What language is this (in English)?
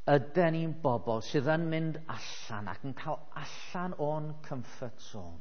Welsh